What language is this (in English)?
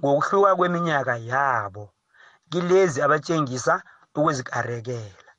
South Ndebele